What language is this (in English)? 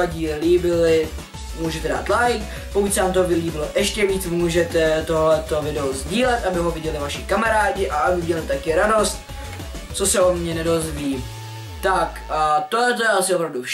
Czech